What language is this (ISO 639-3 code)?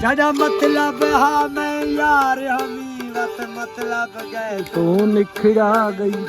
skr